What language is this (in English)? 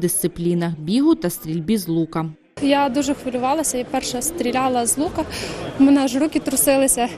Ukrainian